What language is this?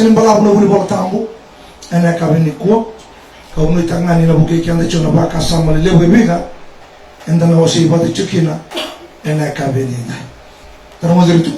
Fijian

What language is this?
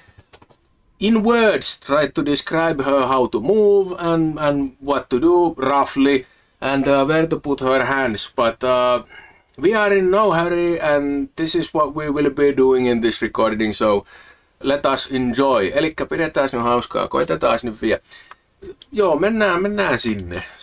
Finnish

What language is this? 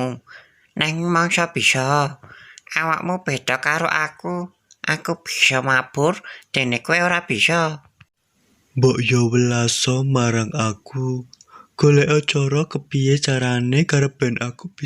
Javanese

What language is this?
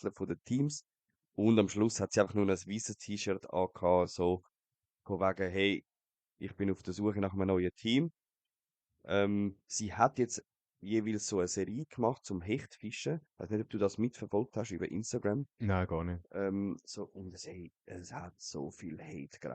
Swiss German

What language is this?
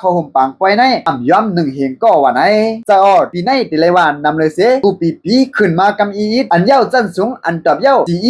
Shan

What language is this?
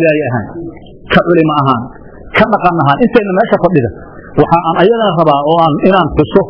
Somali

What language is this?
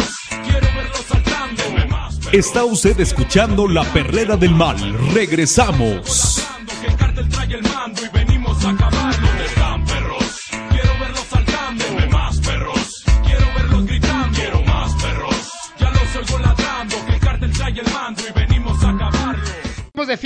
Spanish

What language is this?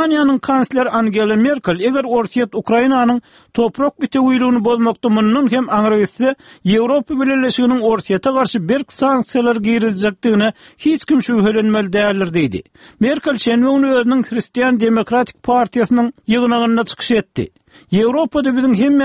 Turkmen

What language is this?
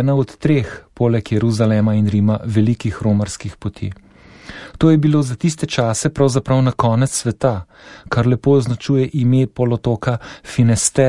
Slovenian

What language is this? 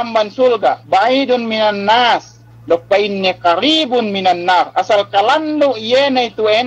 Yakan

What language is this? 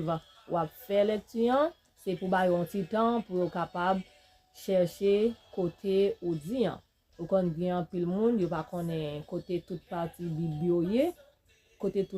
Haitian Creole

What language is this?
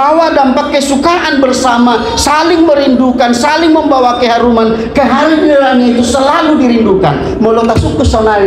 Batak Toba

